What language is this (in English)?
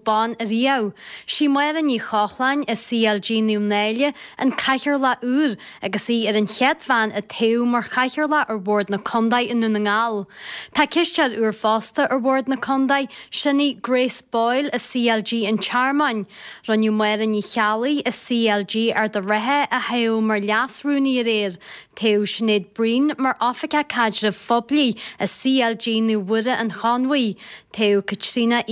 Irish